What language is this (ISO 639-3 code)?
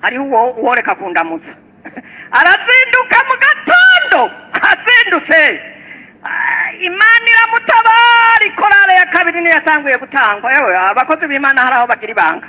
run